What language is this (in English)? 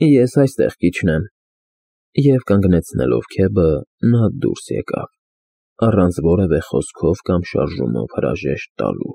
Armenian